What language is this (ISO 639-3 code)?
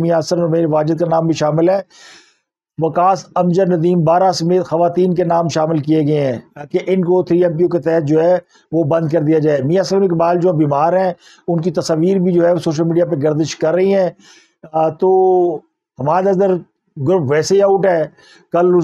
urd